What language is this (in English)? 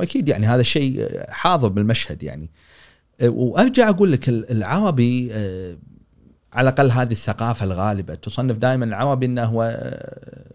Gulf Arabic